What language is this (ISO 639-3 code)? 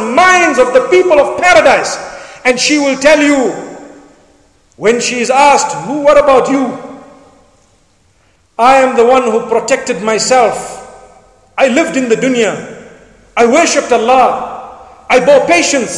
eng